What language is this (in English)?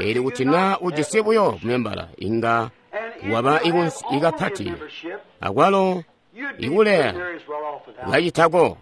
Tonga (Zambia)